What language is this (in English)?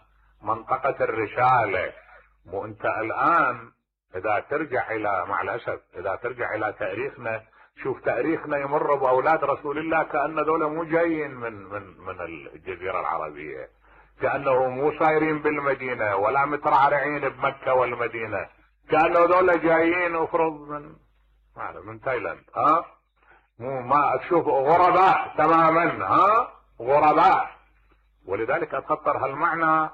Mesopotamian Arabic